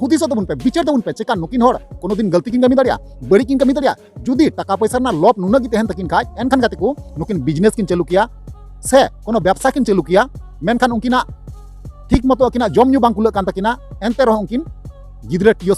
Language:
Santali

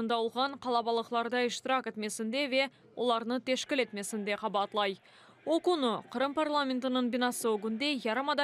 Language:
Crimean Tatar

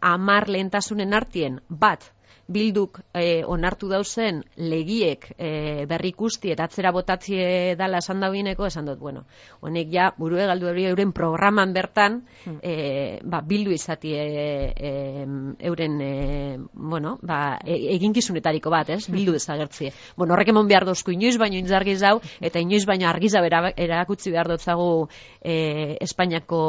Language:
Basque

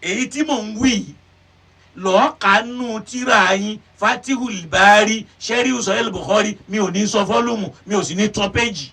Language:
Yoruba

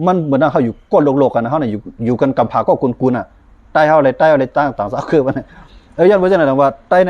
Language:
Shan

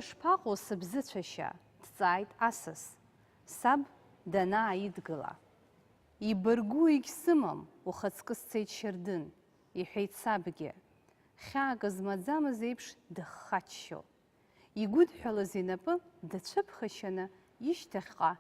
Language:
Abkhazian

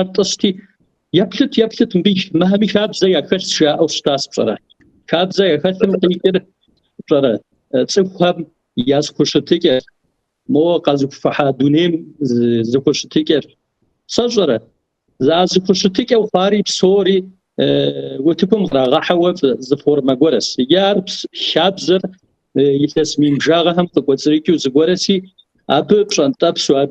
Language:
Kabardian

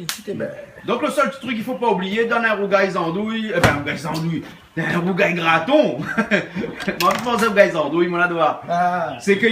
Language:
Réunion Creole French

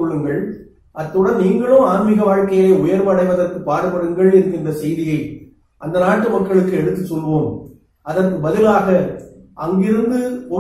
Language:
Tamil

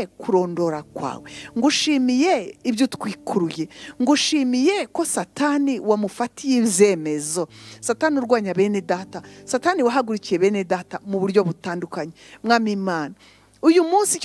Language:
Kinyarwanda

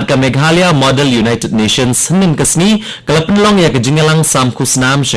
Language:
Khasi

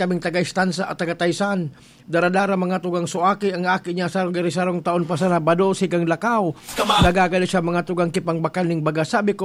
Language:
Bikol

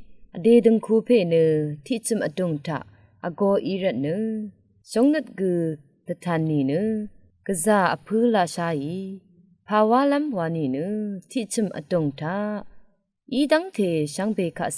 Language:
Rawang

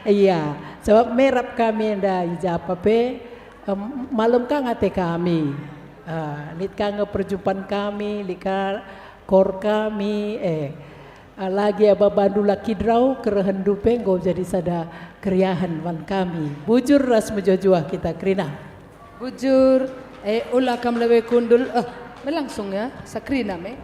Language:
Batak Karo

